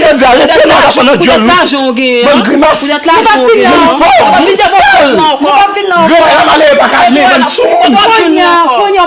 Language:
Haitian Creole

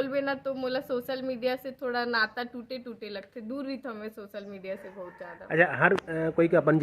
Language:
Chhattisgarhi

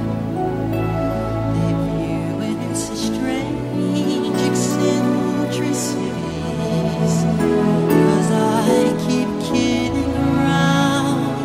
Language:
English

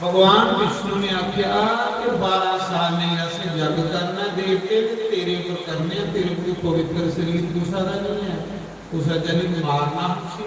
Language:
Dogri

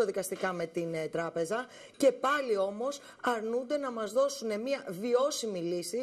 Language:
Greek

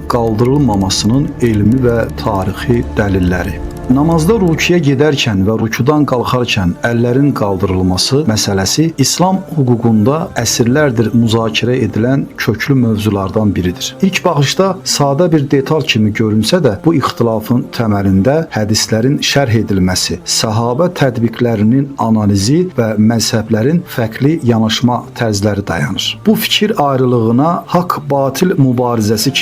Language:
Azerbaijani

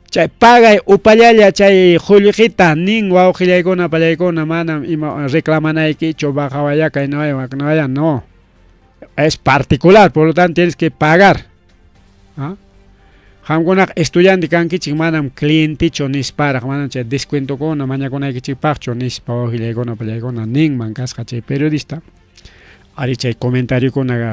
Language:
Ayacucho Quechua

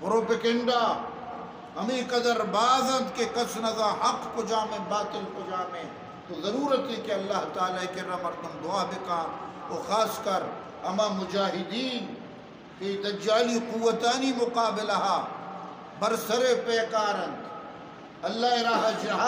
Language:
Eastern Balochi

